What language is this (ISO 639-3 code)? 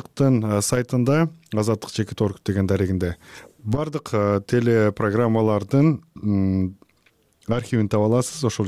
kir